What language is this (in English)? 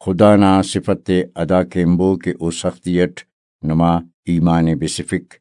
Brahui